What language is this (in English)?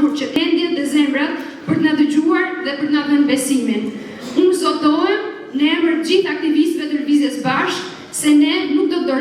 Albanian